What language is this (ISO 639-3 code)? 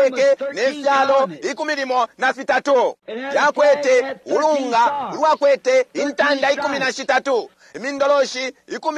bem